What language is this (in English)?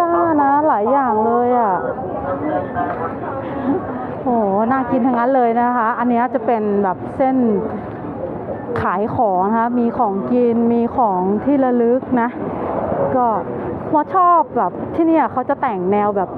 Thai